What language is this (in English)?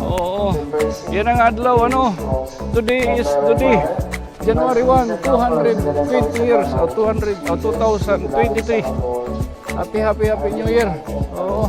Waray